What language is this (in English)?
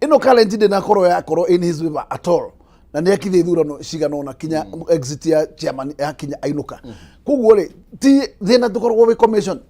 Kikuyu